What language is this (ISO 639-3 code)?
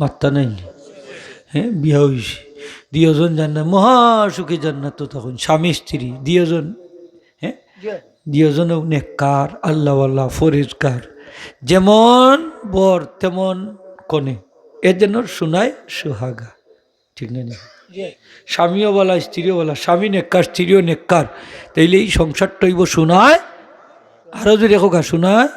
syl